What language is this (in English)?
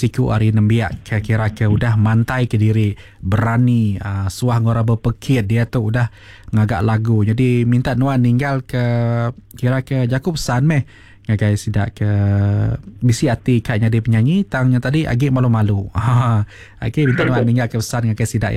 Iban